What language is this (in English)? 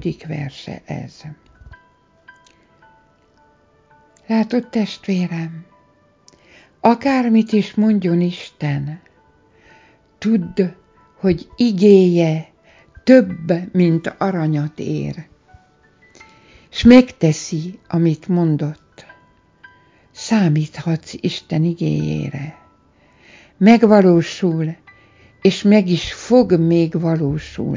Hungarian